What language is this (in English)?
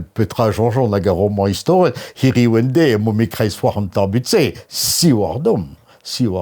Breton